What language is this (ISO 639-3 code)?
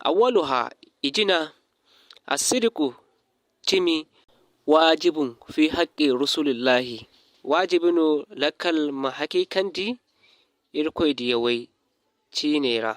dje